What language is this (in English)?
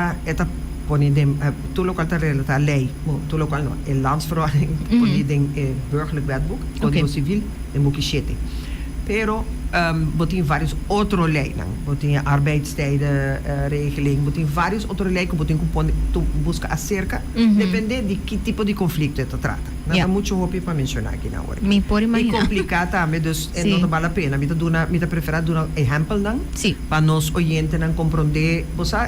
Papiamento